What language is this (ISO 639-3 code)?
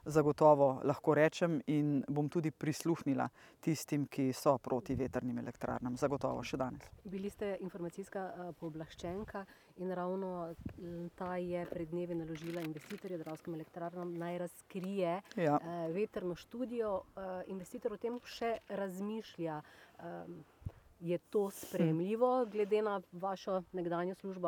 slv